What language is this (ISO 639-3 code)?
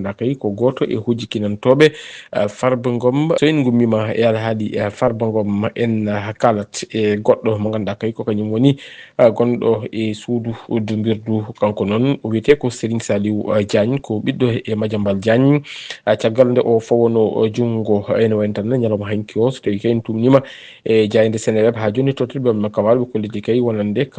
ful